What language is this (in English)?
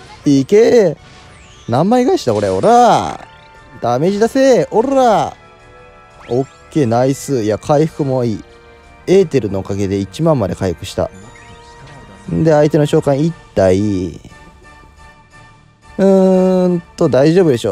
Japanese